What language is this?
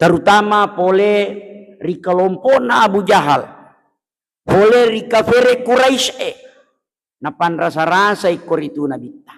Buginese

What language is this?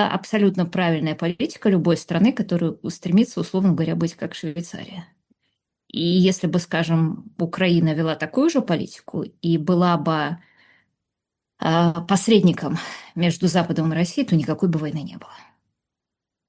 Russian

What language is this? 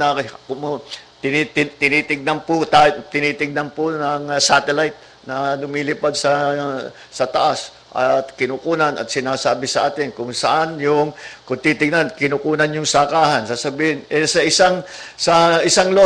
Filipino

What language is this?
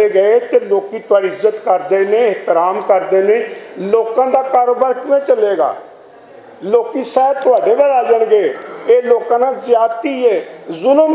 Western Panjabi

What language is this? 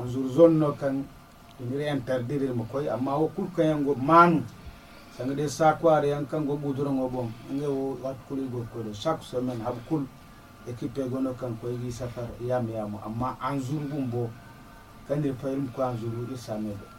Zarma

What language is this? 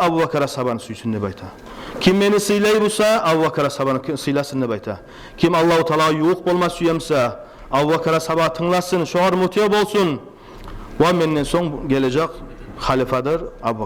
Kumyk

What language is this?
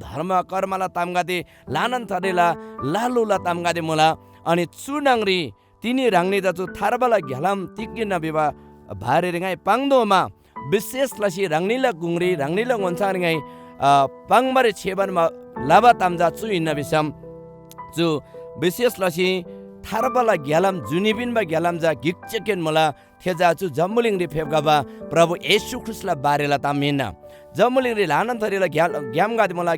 Eastern Tamang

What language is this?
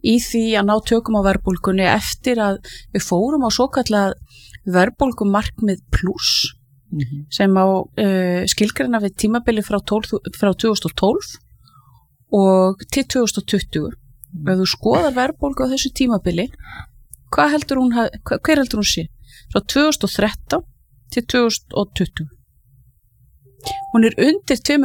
Icelandic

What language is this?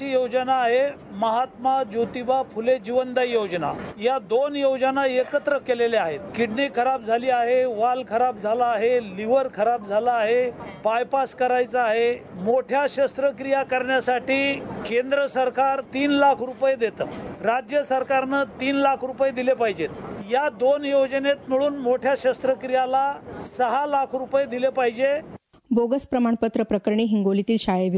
Marathi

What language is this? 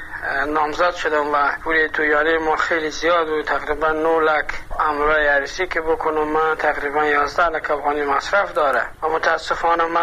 Persian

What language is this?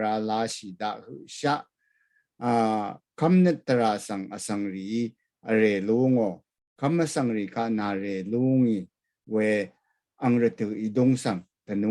Rawang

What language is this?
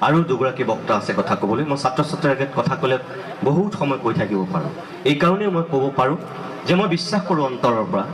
Assamese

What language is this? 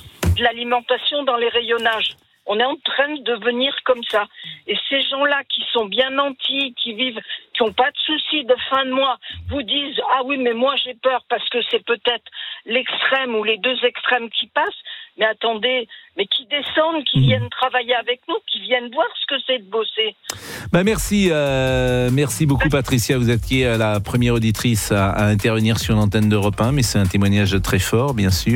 French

